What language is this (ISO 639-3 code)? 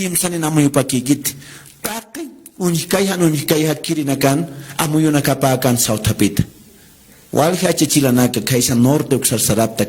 aym